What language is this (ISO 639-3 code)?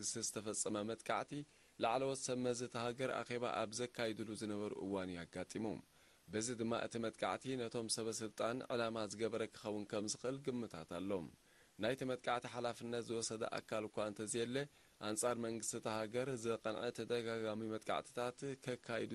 tir